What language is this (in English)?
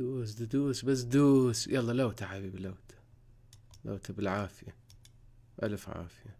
Mesopotamian Arabic